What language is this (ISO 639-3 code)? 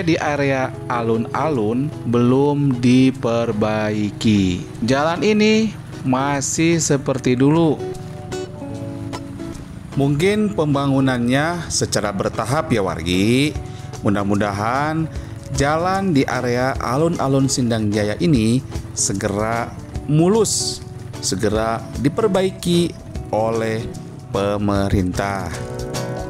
ind